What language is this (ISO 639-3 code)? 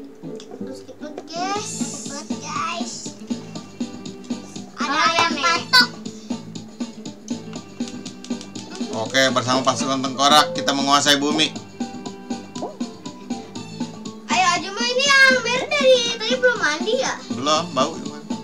ind